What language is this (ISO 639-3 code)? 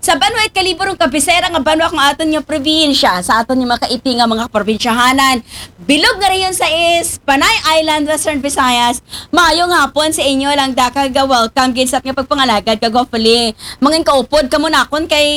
akl